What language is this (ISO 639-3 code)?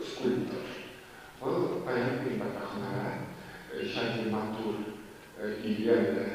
chv